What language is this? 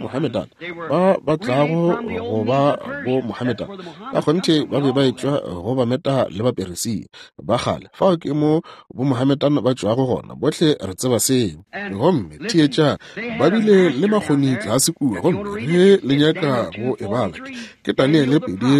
Northern Sotho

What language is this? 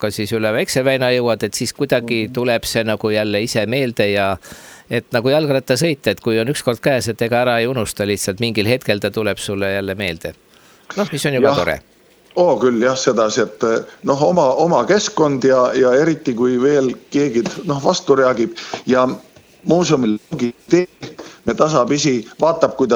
Estonian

